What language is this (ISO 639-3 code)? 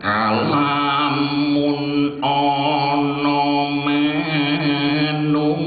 jav